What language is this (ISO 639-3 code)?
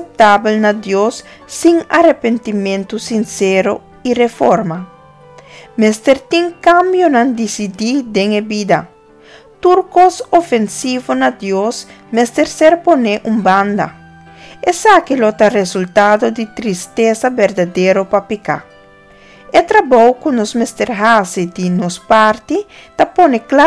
pap